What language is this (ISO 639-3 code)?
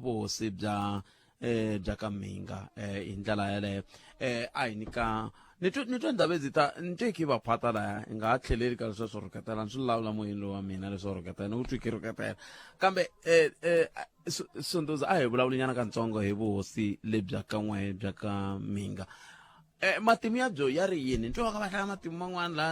tso